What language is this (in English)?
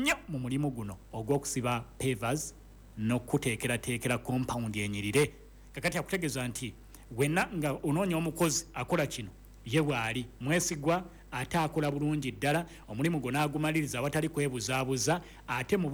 Ganda